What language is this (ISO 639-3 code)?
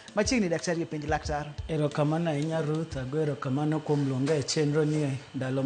luo